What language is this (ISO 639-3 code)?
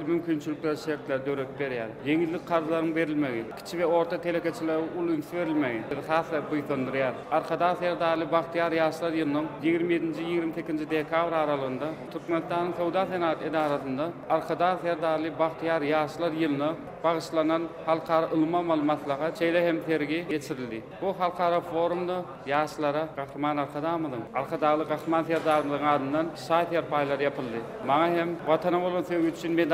tuk